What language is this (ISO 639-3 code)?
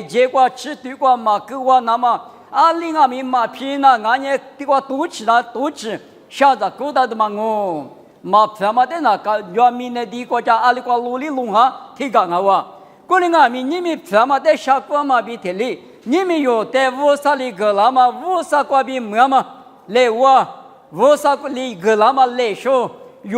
lis